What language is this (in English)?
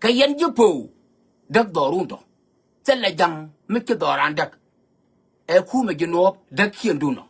Nuer